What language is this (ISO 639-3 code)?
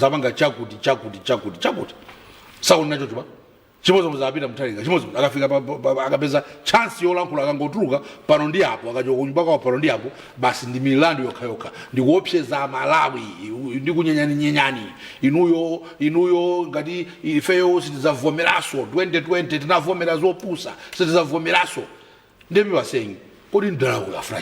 nya